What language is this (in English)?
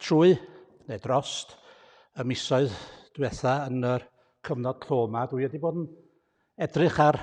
Welsh